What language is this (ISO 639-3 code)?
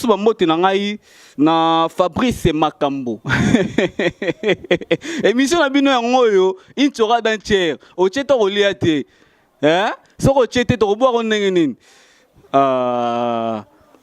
lin